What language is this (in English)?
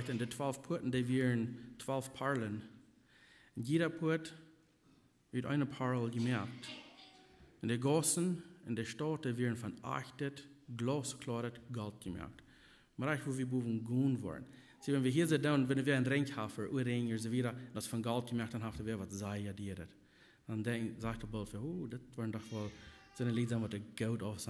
Plautdietsch